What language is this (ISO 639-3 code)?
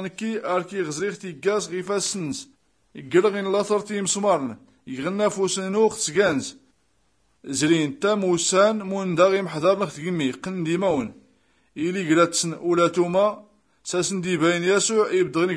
shi